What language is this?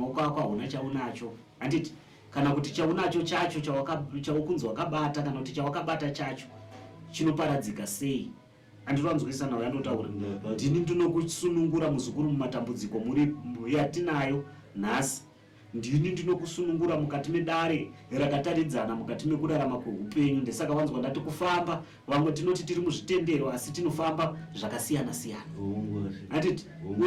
Shona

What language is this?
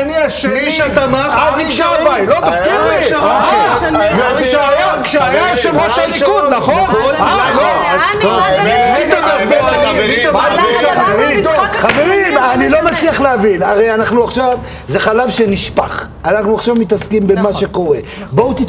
Hebrew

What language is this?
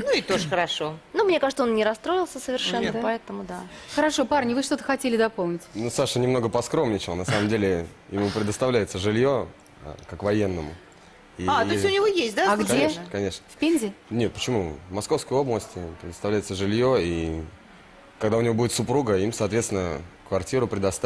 Russian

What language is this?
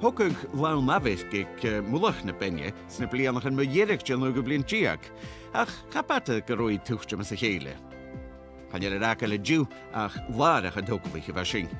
Scottish Gaelic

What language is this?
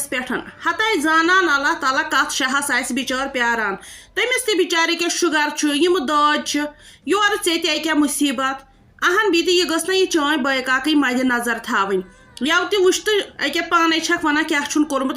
Kashmiri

